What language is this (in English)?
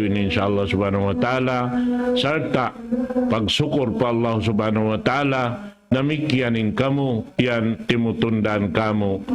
Tausug